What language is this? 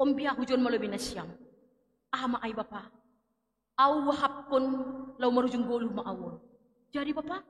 Batak Simalungun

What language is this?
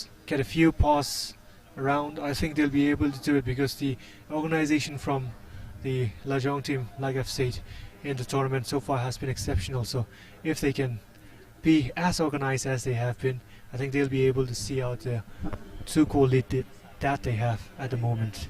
Tangkhul Naga (India)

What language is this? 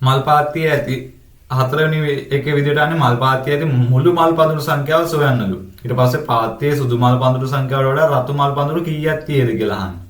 Sinhala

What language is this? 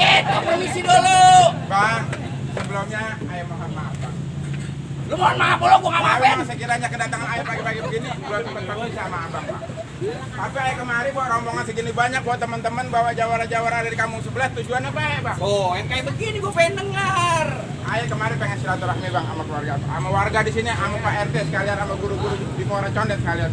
Betawi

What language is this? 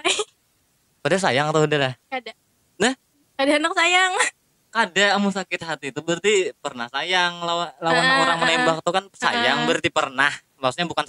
Banjar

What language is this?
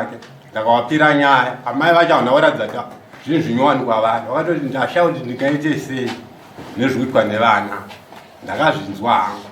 Shona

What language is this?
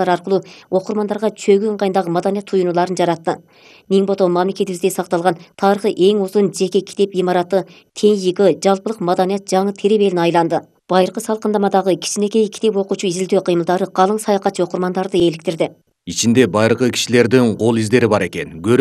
Kyrgyz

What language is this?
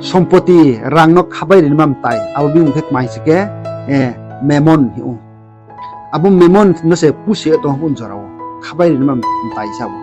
Riang (India)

